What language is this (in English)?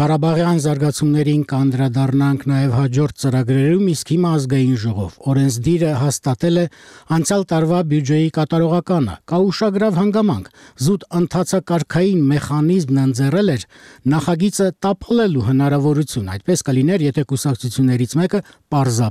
Armenian